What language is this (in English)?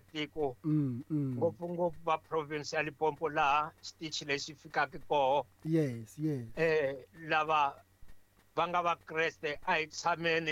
Tsonga